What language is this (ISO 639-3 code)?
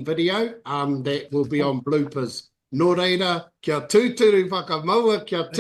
mri